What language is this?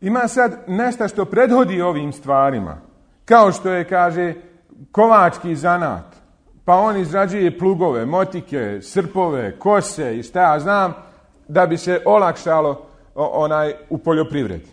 Bosnian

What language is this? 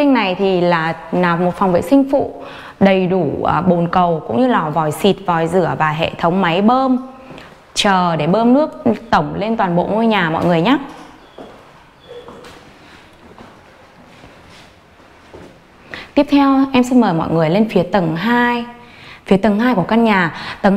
Vietnamese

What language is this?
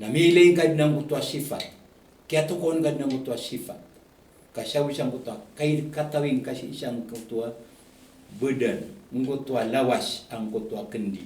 Maranao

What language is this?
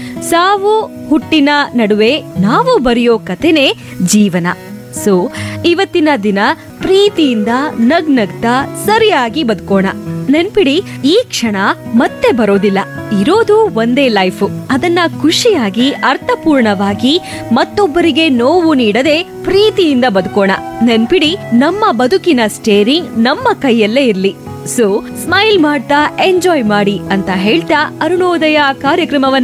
Kannada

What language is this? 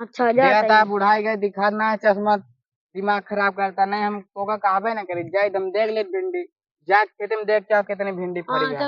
Awadhi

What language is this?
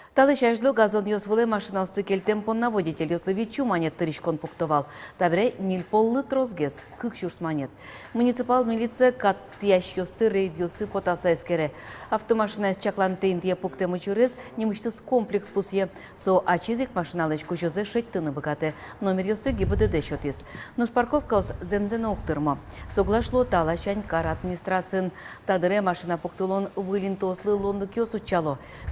Udmurt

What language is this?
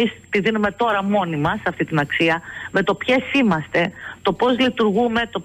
Greek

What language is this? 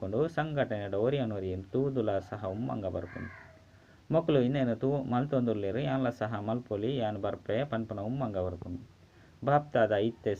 Tulu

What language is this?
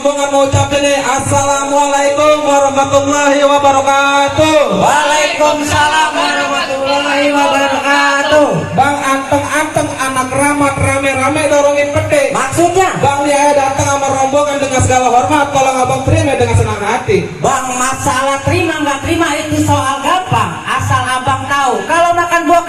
Betawi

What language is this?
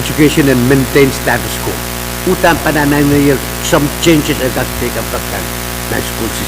Pohnpeian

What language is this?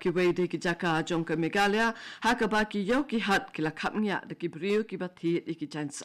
Khasi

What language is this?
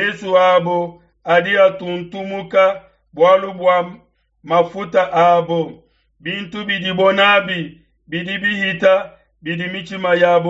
Luba-Lulua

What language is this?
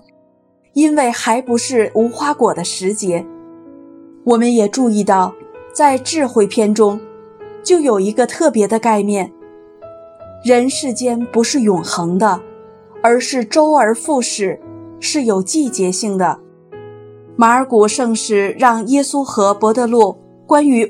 Chinese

